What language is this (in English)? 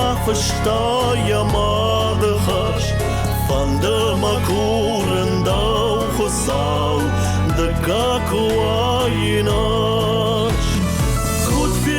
Ossetic